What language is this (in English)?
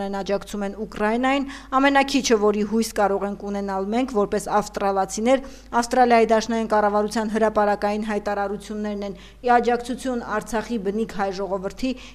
Armenian